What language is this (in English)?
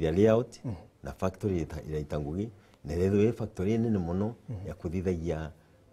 Meru